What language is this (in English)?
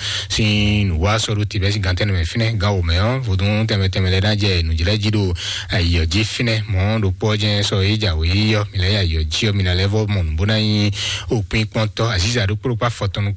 Fon